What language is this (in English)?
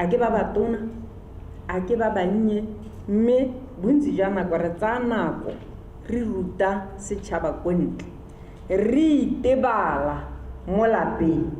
Tswana